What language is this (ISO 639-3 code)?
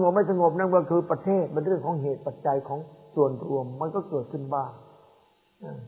tha